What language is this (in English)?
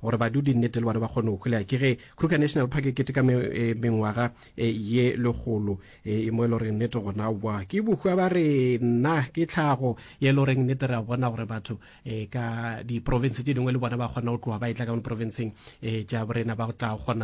Northern Sotho